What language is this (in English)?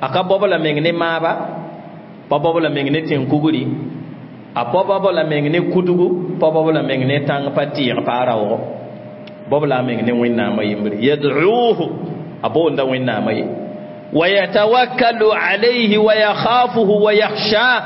Mossi